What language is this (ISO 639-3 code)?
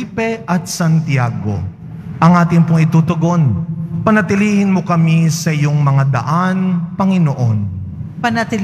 fil